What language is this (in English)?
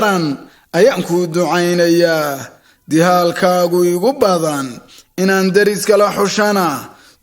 Somali